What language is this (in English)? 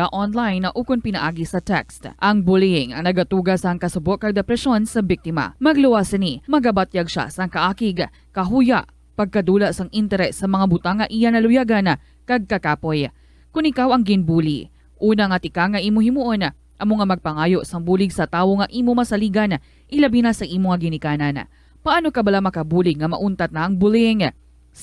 Hiligaynon